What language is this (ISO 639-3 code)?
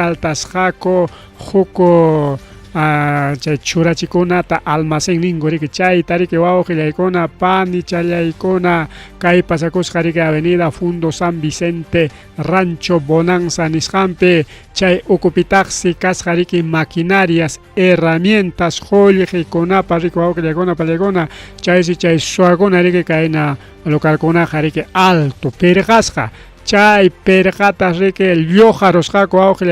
quy